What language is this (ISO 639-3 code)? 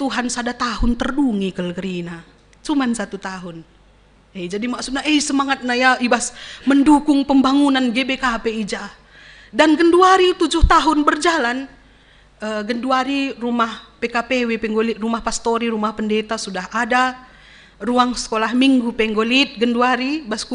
btx